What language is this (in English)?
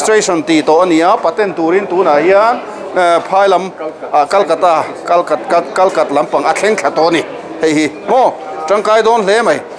Mizo